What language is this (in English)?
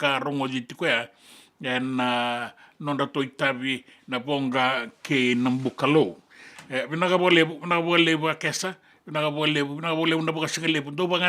Fijian